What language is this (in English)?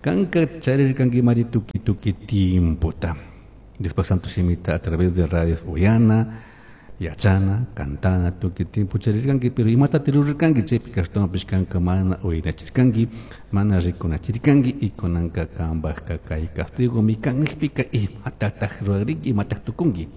Chimborazo Highland Quichua